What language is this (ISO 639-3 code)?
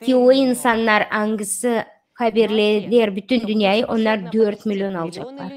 gag